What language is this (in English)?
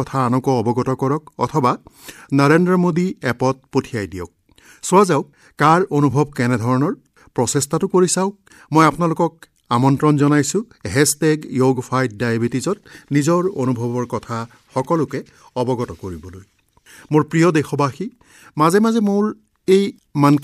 Assamese